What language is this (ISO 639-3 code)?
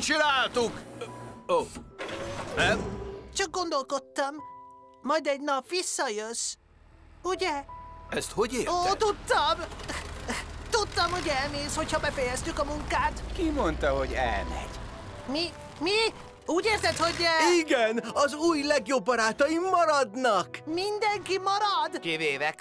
hun